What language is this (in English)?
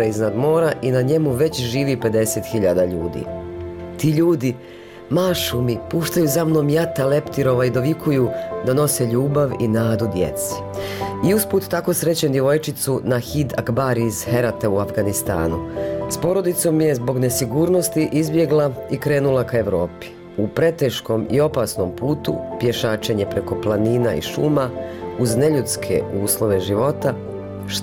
Bosnian